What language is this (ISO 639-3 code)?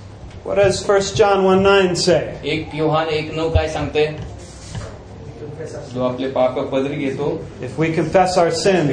mar